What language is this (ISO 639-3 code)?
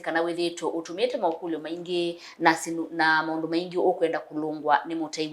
kam